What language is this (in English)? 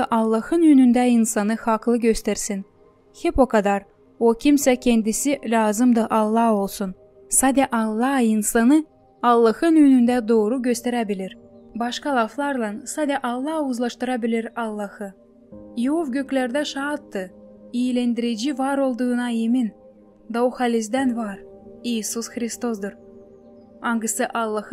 Gagauz